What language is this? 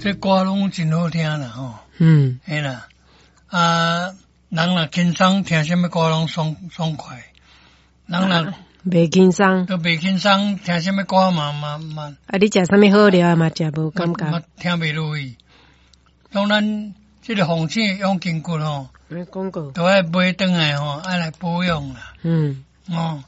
Min Nan Chinese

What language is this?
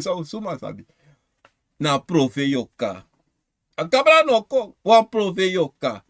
Sranan Tongo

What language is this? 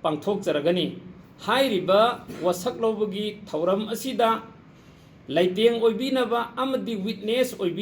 Manipuri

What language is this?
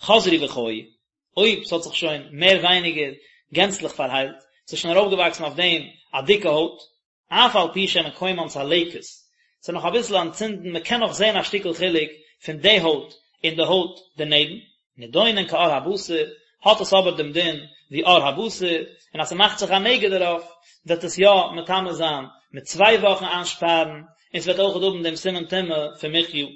Yiddish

